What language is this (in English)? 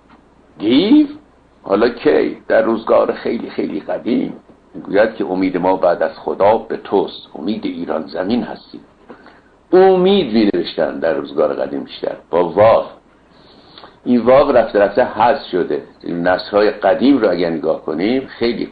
Persian